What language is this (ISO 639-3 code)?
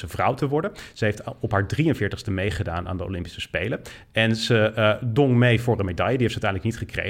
nld